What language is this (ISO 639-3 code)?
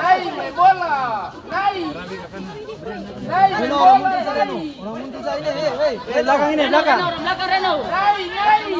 abs